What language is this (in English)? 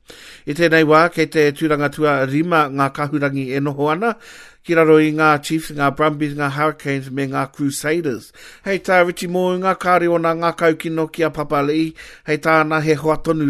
Māori